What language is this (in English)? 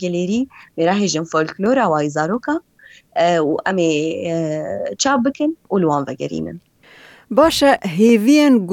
Kurdish